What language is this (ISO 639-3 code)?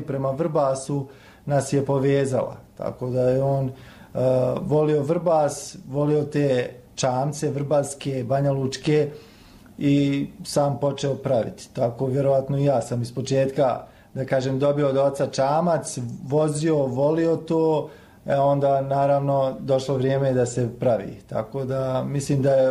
bos